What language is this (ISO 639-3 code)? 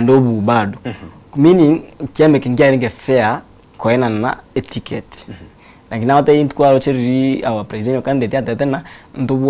guz